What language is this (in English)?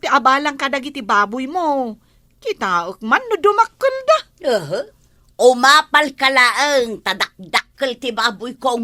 Iloko